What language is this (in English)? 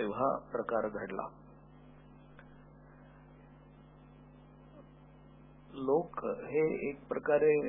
Marathi